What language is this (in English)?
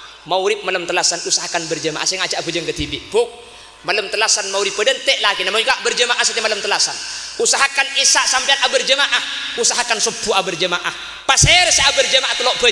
Madurese